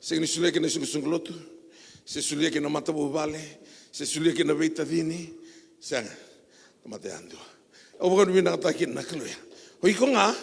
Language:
Fijian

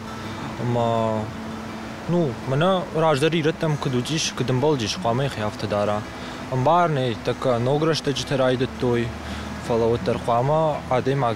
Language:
Ossetic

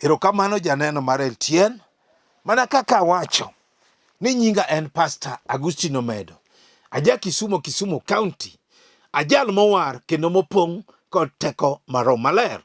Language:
Luo (Kenya and Tanzania)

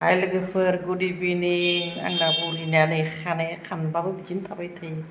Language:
Bodo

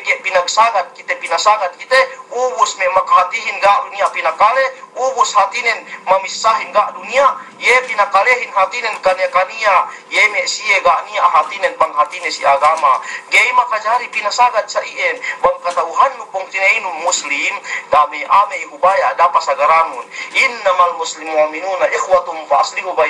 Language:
Yakan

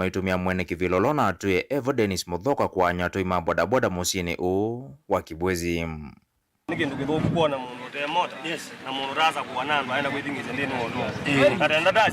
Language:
Kamba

